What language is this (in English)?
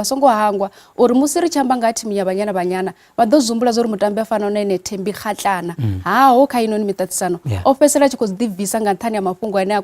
Venda